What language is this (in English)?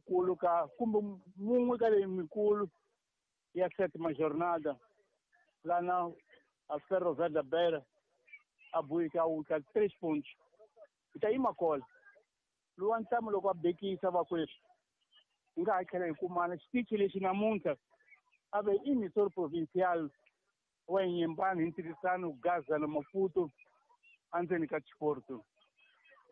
Tsonga